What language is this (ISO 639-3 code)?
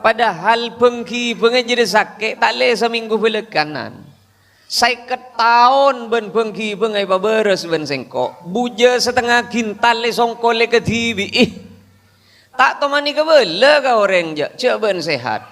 mad